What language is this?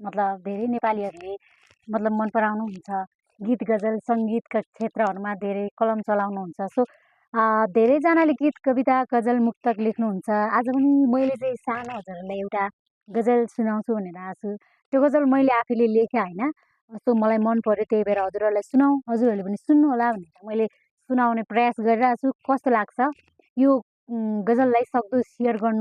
Nepali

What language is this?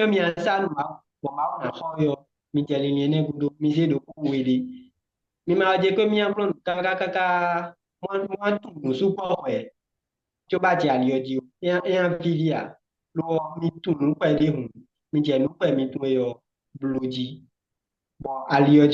Fon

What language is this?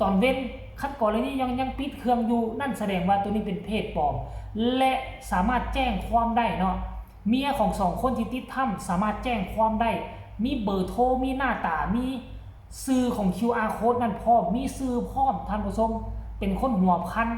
Lao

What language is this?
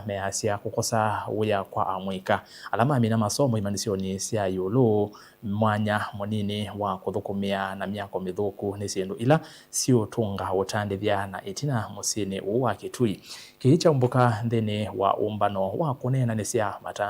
Kamba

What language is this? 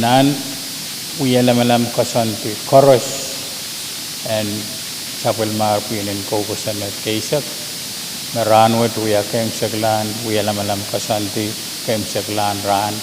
Pohnpeian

